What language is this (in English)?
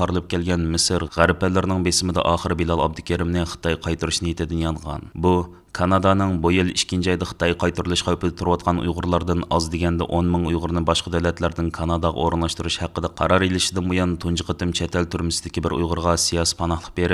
Uyghur